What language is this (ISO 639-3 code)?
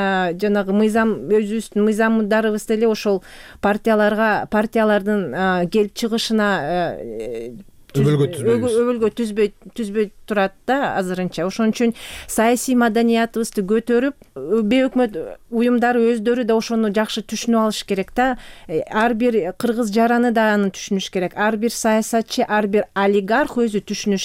kir